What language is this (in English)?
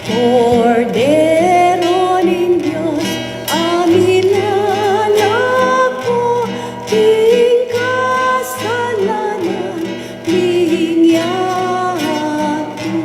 Pampanga